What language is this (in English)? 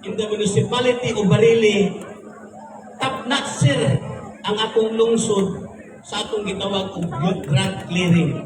Cebuano